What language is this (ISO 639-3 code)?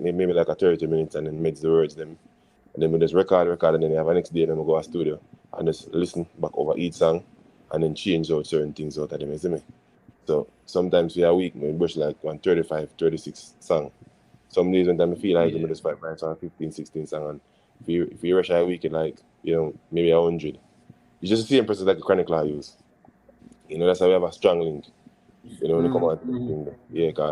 jam